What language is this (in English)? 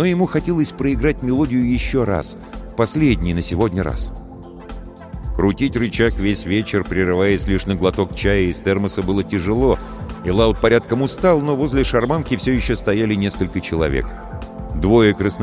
Russian